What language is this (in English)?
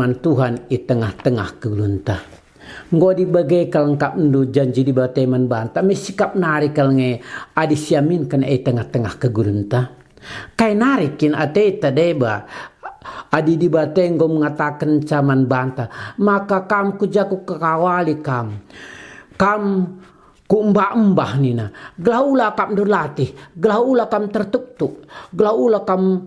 Batak Karo